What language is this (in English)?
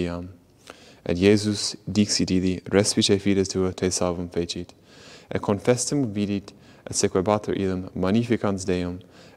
Latin